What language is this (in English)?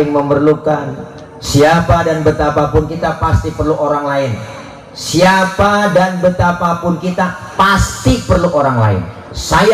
Betawi